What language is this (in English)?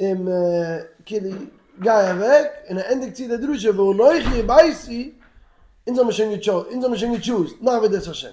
Yiddish